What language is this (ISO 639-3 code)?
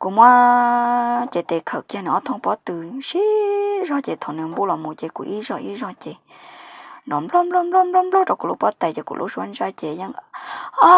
hmn